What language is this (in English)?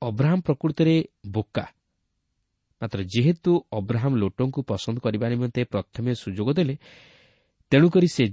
Odia